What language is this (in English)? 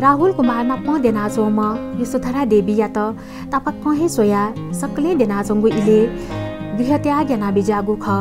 Newari